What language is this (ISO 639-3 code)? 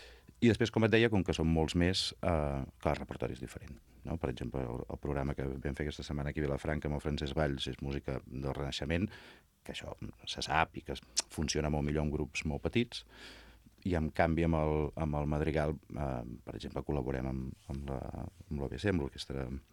cat